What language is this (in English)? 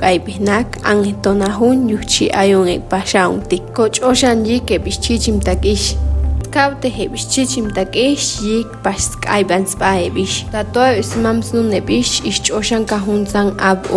Chuj